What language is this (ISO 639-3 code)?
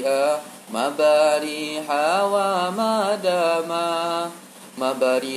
msa